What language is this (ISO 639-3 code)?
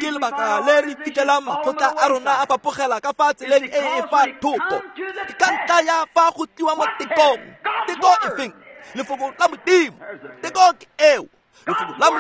tsn